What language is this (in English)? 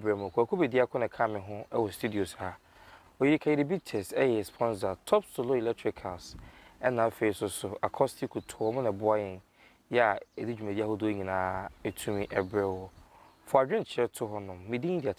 Akan